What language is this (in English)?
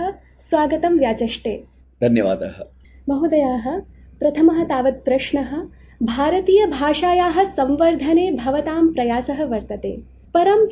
Sanskrit